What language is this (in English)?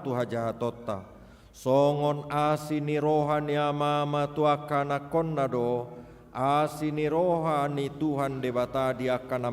Batak Toba